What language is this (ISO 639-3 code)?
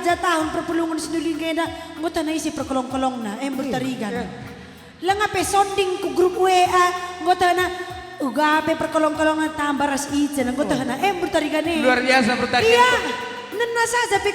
btx